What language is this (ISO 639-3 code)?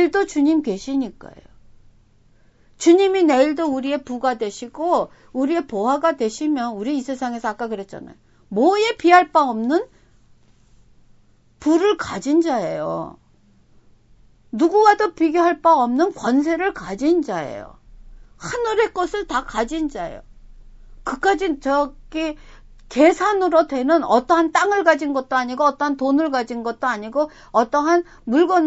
kor